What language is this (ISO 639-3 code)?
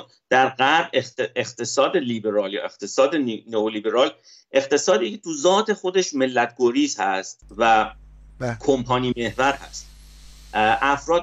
fas